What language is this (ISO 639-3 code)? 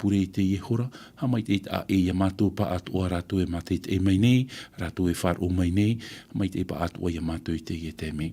tah